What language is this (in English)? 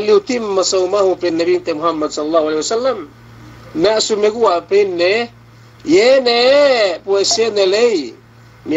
Yakan